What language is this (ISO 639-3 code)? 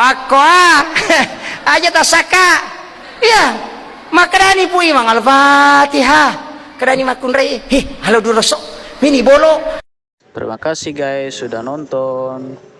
bug